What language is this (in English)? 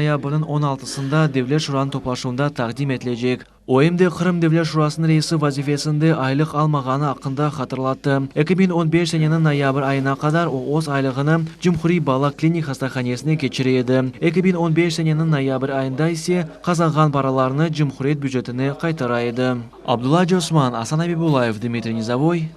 Crimean Tatar